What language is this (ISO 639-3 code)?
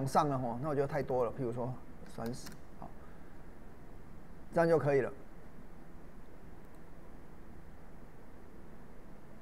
zho